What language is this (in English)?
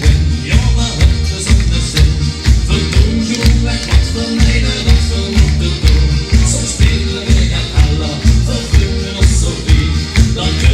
Limburgish